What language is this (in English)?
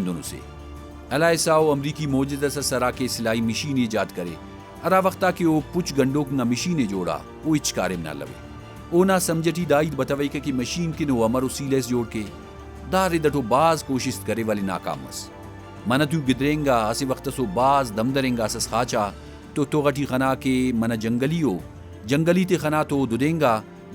Brahui